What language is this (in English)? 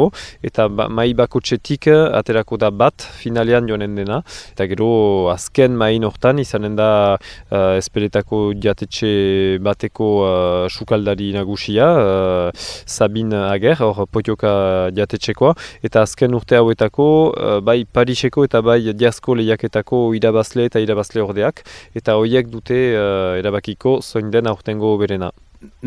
Basque